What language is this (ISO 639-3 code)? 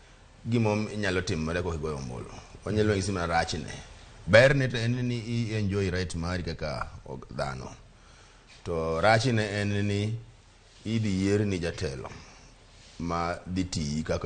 luo